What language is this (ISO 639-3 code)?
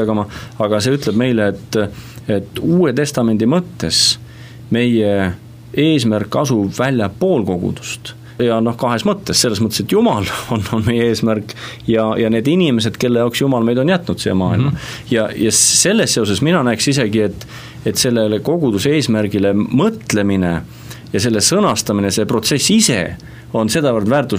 est